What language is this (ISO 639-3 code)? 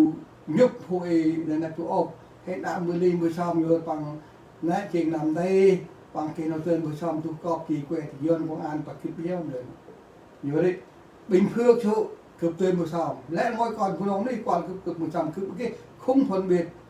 cmo